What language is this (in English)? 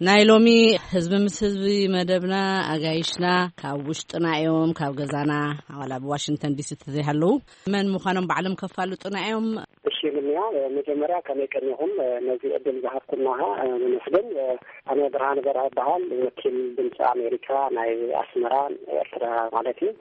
Tigrinya